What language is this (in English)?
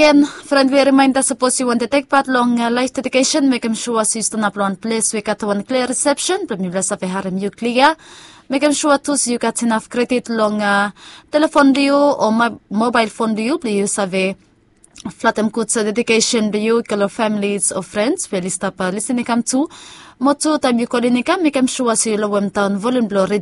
Bislama